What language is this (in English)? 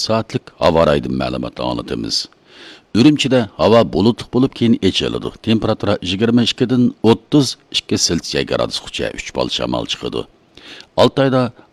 Uyghur